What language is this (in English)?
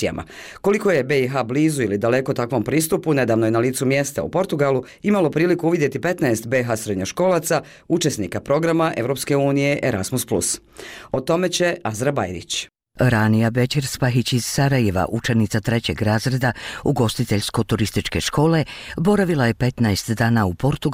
Bosnian